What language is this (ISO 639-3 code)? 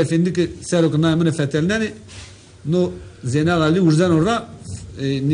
zza